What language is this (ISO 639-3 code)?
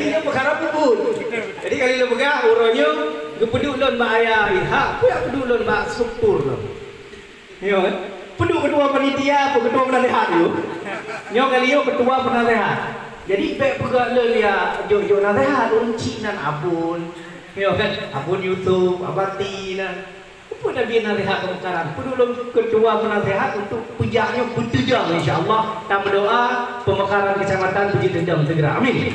ace